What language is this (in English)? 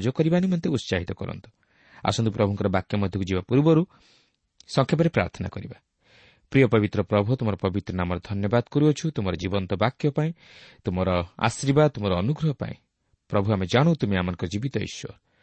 Odia